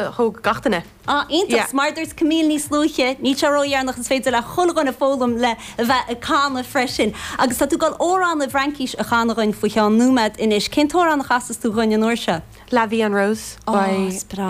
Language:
Irish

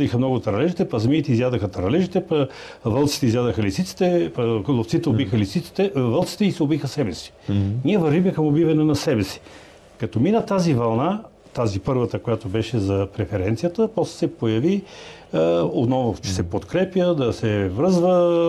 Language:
Bulgarian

